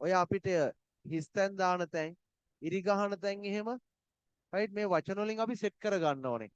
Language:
Sinhala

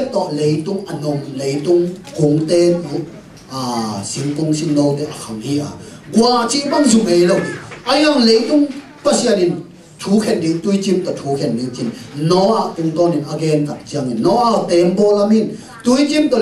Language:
Tedim Chin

